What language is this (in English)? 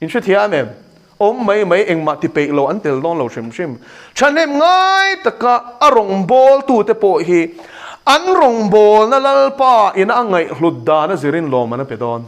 Mizo